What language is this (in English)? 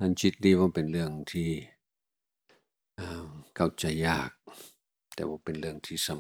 Thai